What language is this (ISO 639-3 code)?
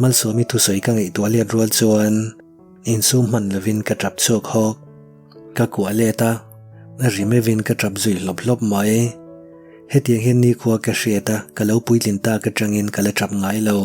lus